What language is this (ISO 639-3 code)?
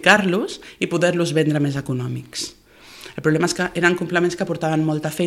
cat